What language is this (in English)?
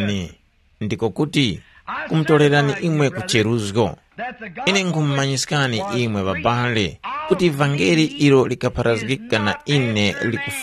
Tumbuka